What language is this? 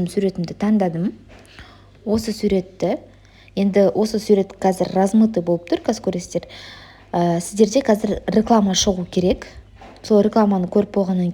Kazakh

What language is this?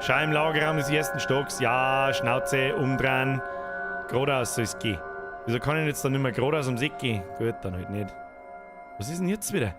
Bavarian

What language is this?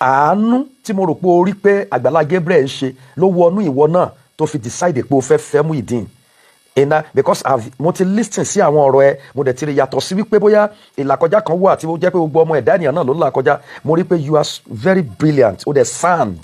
Yoruba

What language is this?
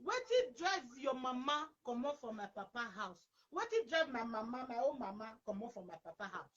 Nigerian Pidgin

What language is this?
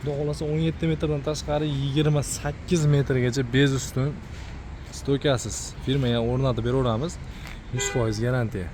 Uzbek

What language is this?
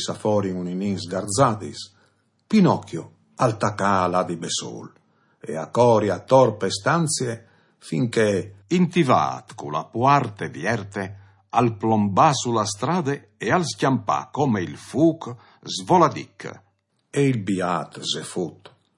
Friulian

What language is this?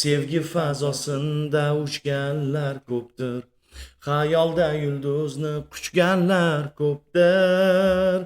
Uzbek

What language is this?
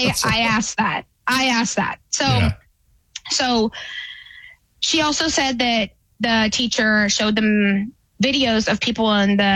English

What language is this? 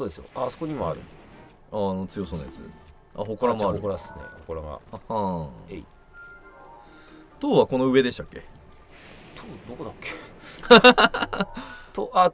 Japanese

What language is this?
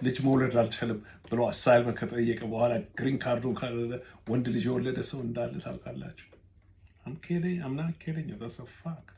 Amharic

